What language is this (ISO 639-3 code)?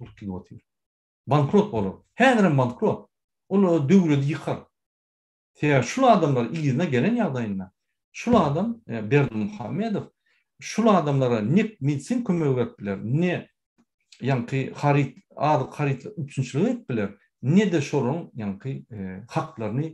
tuk